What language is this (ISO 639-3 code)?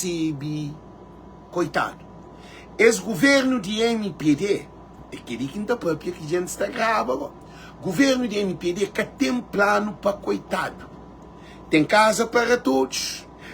kea